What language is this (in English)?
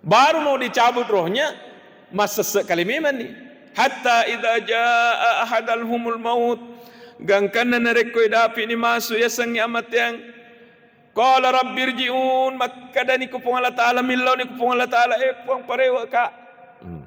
Buginese